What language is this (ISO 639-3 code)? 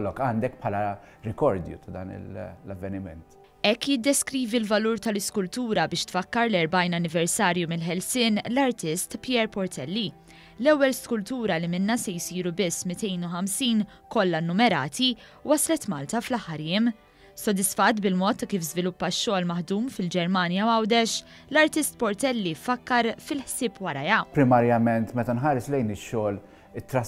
mlt